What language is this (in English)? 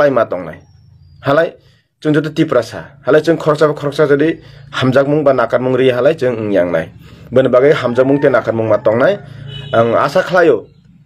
Kok Borok